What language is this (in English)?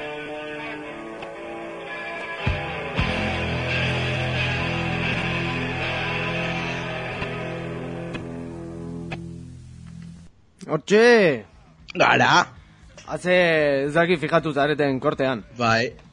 Basque